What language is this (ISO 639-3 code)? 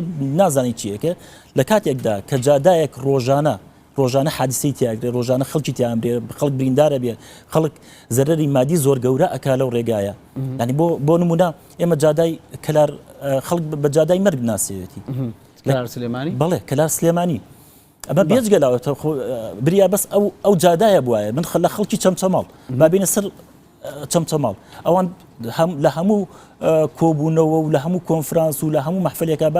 ckb